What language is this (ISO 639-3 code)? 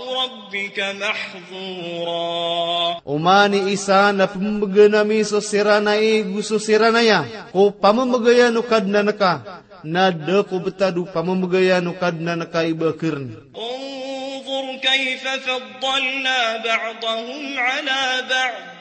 mrw